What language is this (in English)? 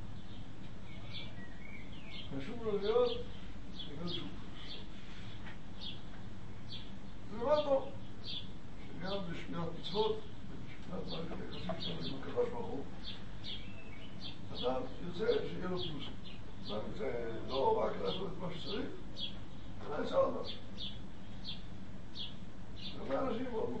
Hebrew